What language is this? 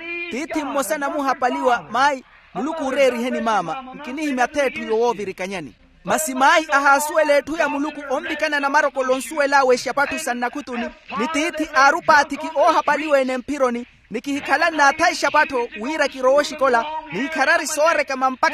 Makhuwa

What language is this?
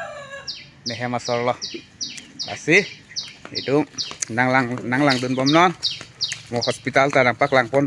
Karbi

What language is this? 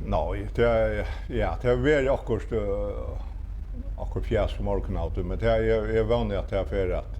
Faroese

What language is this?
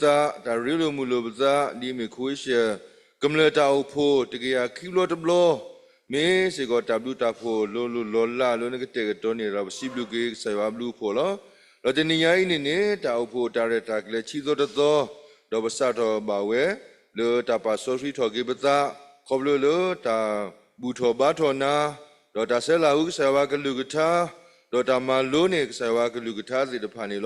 S'gaw Karen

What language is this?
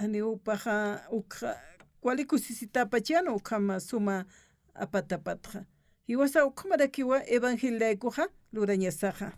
Aymara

